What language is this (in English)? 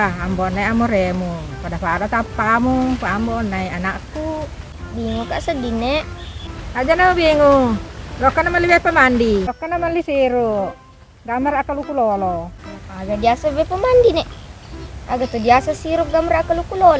Buginese